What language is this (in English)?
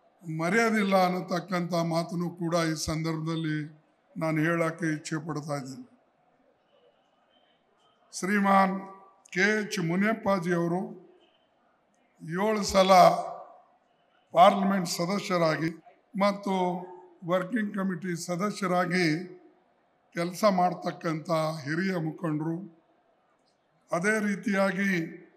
Kannada